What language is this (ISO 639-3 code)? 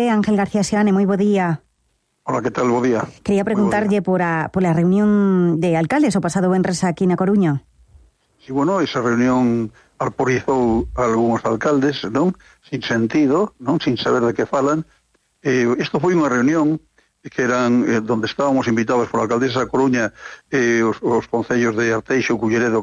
glg